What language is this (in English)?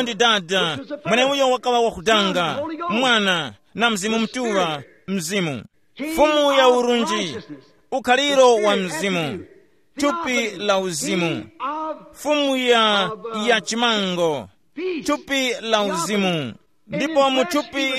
Tumbuka